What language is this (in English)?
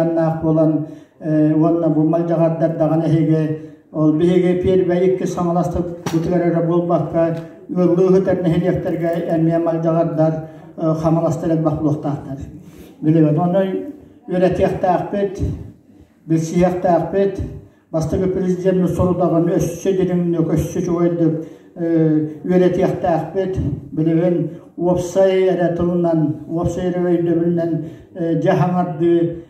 Yakut